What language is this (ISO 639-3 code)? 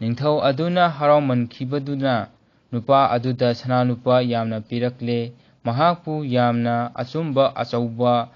mni